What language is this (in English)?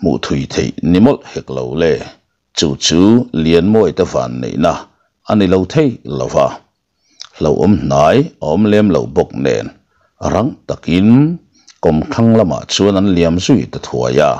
Mizo